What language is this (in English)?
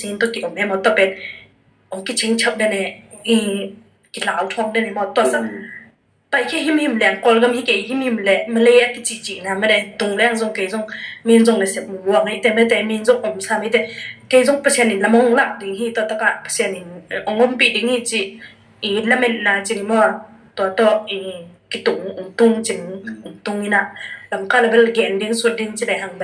Tedim Chin